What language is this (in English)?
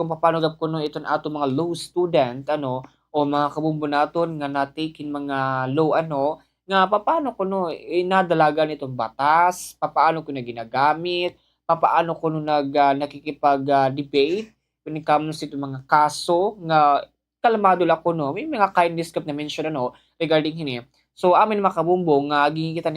Waray